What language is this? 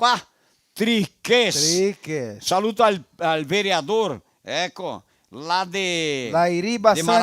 Venetian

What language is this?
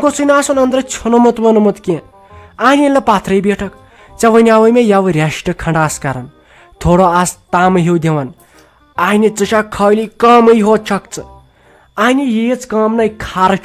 Kashmiri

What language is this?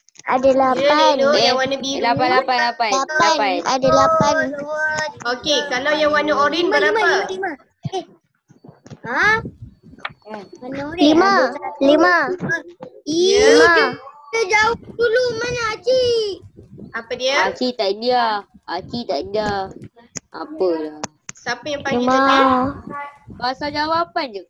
Malay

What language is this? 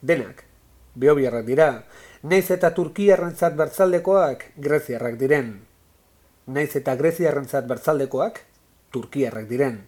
Basque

